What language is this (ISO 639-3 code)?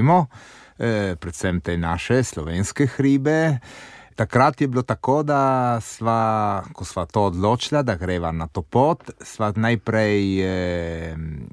slv